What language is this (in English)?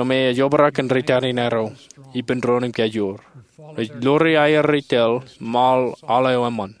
Marshallese